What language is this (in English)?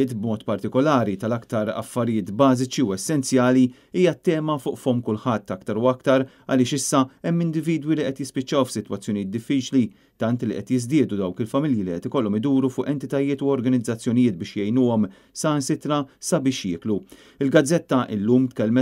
Maltese